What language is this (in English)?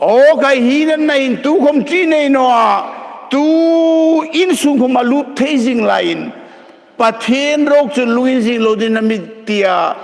Hmar